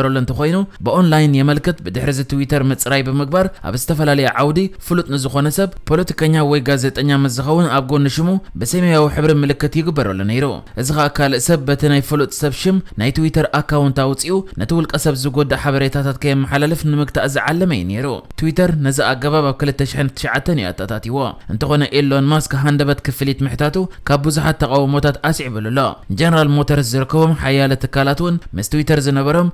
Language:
Tigrinya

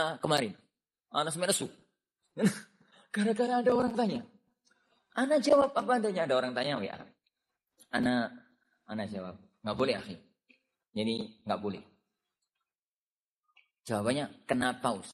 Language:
Indonesian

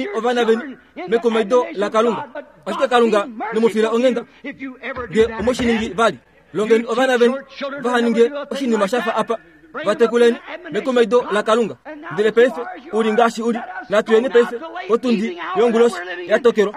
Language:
Kuanyama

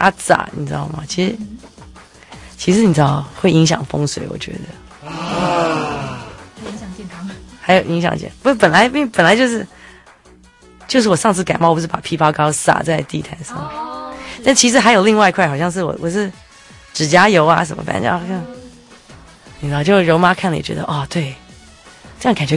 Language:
Chinese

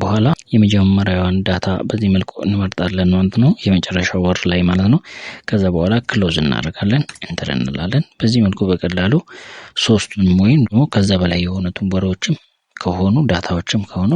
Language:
Amharic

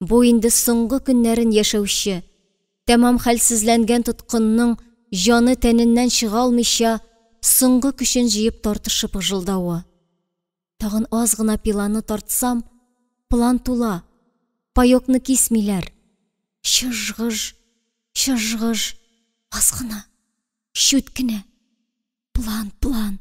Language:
Tatar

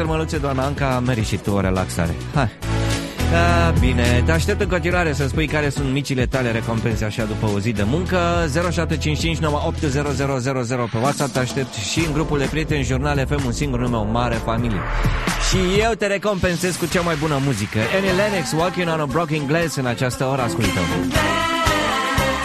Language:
Romanian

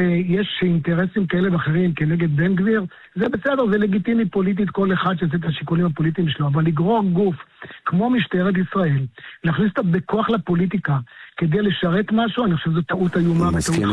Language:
Hebrew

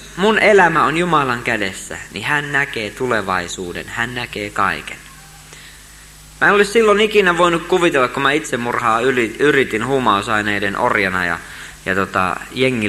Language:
Finnish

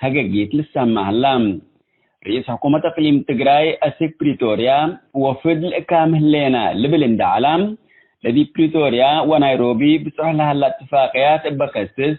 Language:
Tigre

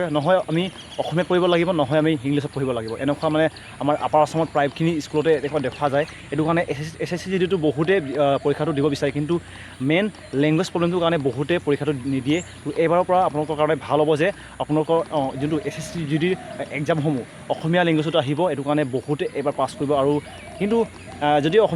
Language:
Assamese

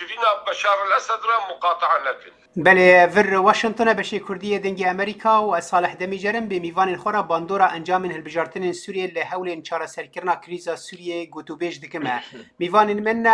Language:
Kurdish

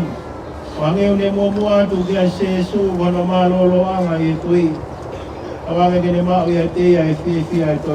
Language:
Tongan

